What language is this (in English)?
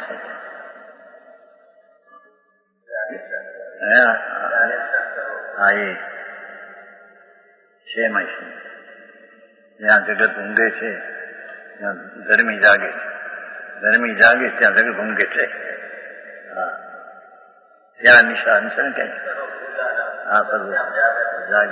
Gujarati